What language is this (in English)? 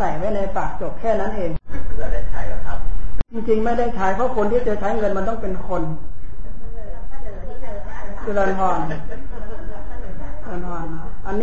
Thai